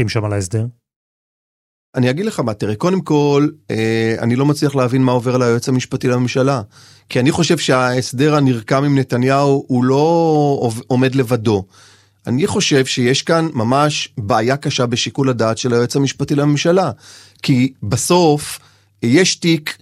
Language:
Hebrew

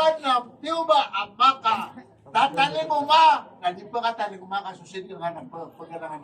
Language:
Maranao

